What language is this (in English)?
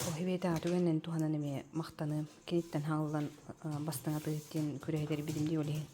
Yakut